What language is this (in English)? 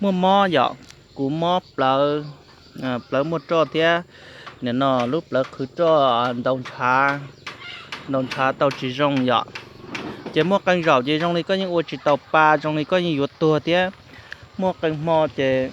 Hmong